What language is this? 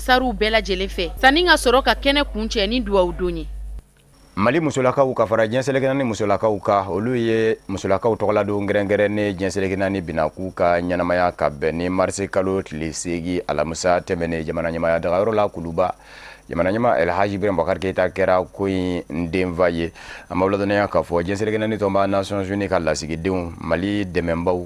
Bambara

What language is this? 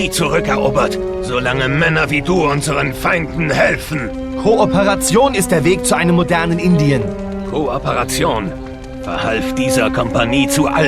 Bavarian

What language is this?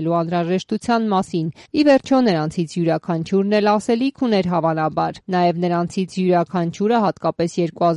Armenian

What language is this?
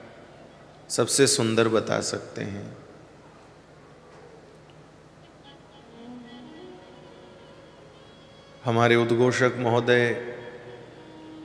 Hindi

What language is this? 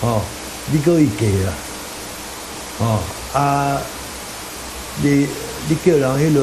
Min Nan Chinese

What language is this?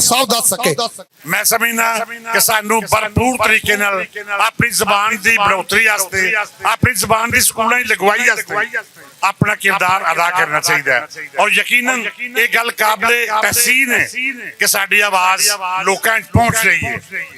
Western Panjabi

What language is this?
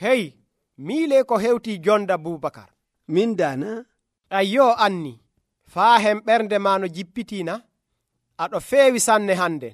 Nigerian Fulfulde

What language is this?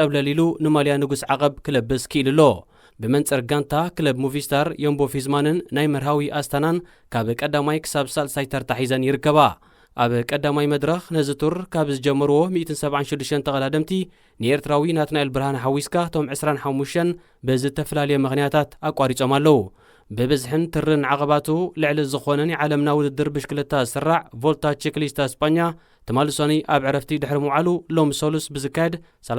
Tigrinya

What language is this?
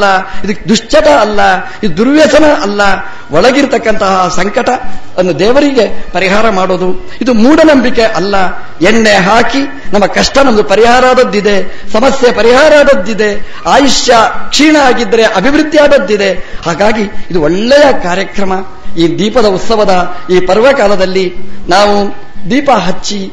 Kannada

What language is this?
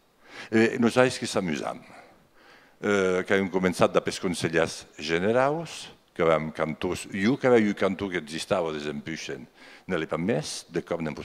Occitan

